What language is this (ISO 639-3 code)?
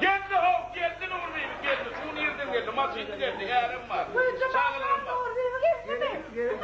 tuk